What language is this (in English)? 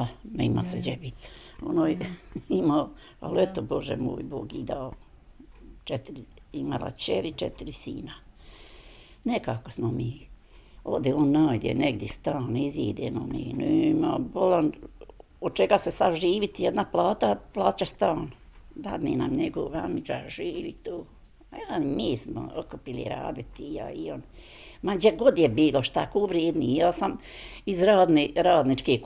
Bosnian